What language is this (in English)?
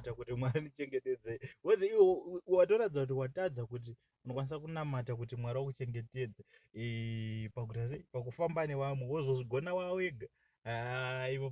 Shona